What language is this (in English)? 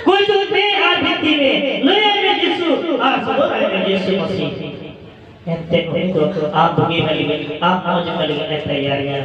Santali